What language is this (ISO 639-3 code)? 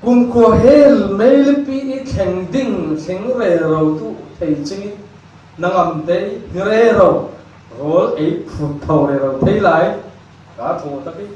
cfm